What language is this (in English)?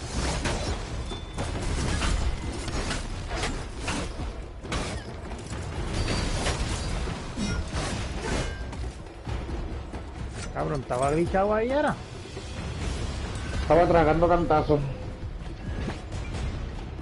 Spanish